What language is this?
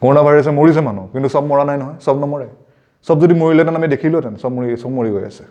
Assamese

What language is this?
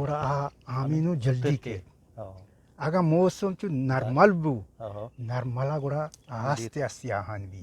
Eastern Balochi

